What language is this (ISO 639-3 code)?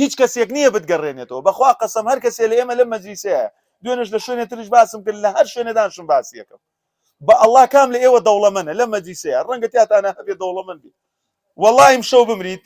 ckb